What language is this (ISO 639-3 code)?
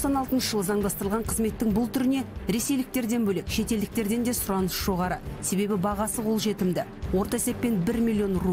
kaz